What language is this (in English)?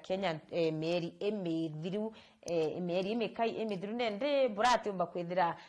Meru